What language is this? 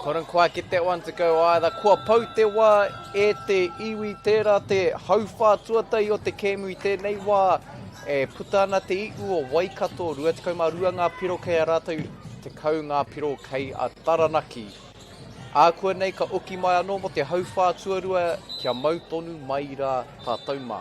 Māori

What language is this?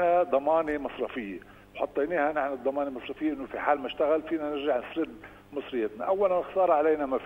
North Levantine Arabic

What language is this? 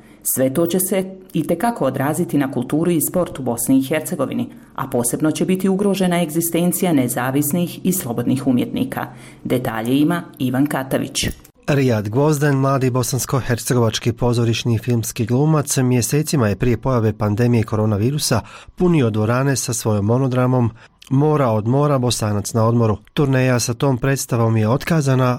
Bosnian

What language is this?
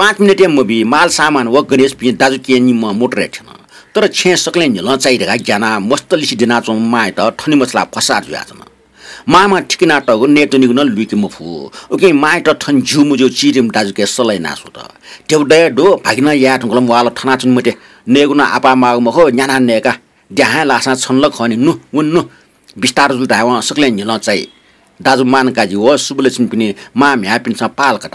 Newari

